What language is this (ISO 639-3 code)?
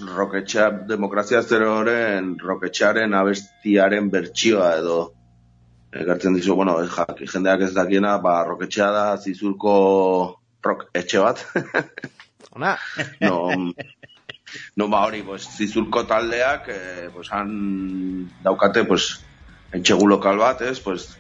eus